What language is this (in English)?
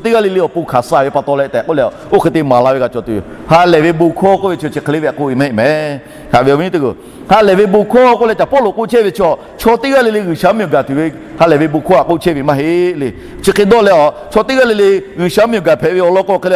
Lahu